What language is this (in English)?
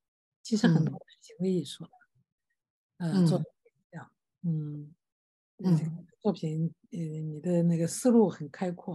Chinese